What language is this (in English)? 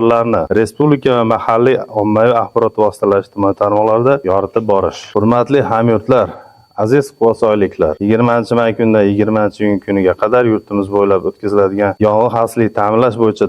Uzbek